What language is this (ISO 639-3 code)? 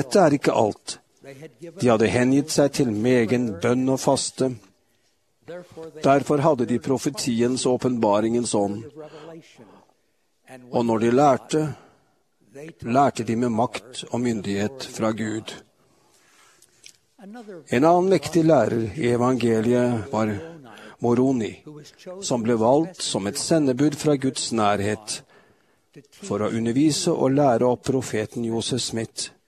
nor